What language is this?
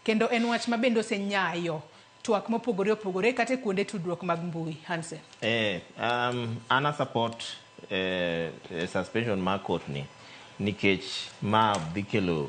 Luo (Kenya and Tanzania)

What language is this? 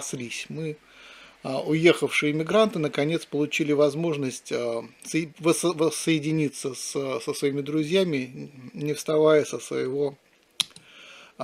Russian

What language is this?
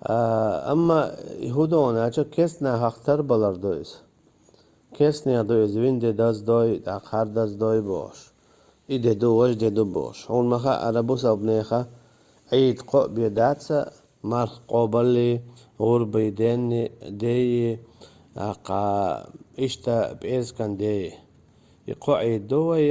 Chechen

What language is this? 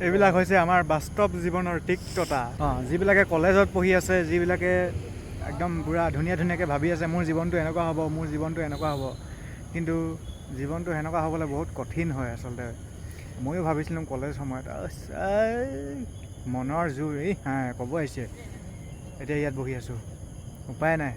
Assamese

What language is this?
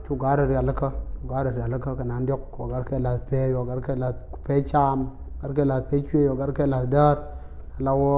Nuer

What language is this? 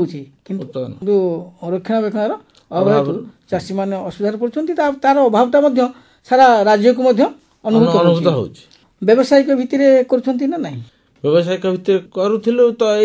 Odia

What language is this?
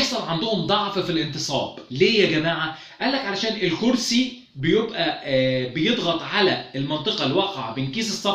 Egyptian Arabic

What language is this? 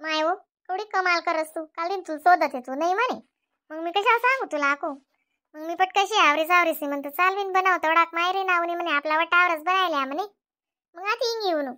Khandesi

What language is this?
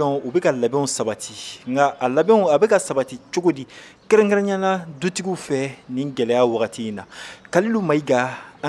Bambara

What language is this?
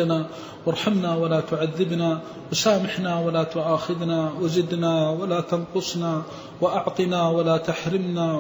Arabic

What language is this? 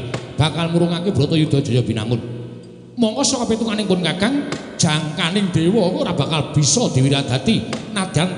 Javanese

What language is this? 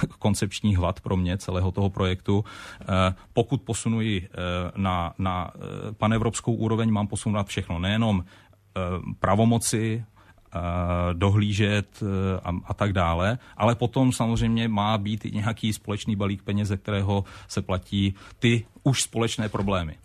Czech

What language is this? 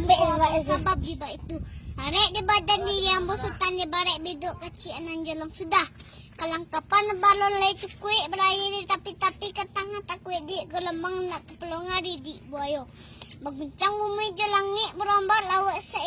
Minangkabau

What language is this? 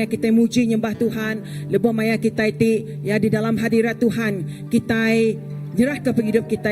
Iban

